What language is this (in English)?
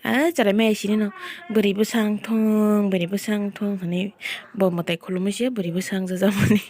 Kok Borok